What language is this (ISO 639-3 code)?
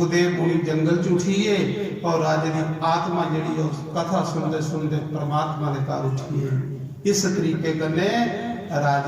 doi